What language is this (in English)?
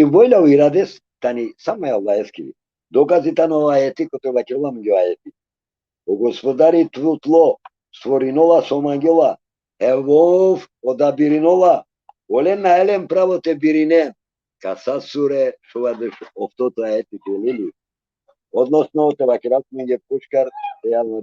Balkan Romani